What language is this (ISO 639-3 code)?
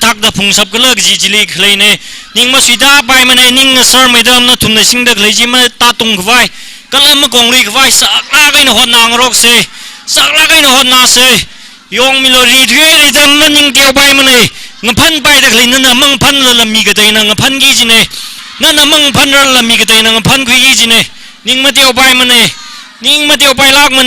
nmf